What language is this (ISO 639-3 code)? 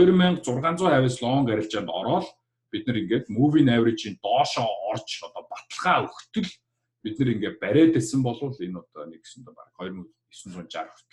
mon